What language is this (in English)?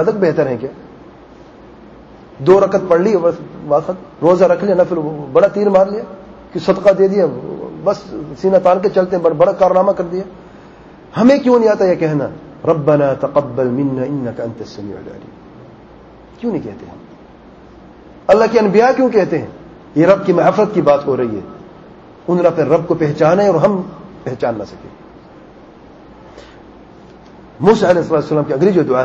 Urdu